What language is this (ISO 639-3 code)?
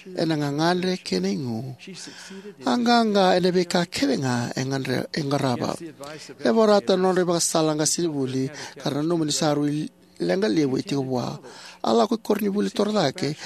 fij